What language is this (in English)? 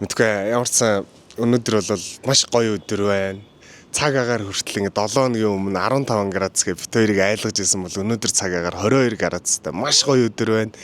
Mongolian